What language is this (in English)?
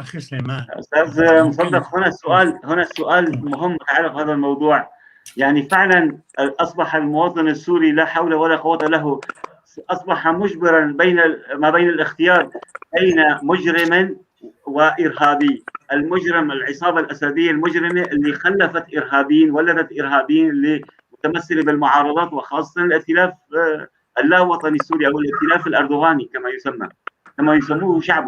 North Levantine Arabic